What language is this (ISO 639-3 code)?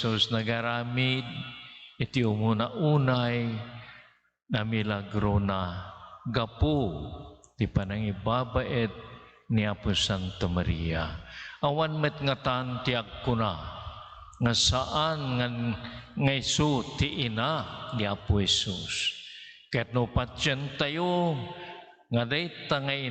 ilo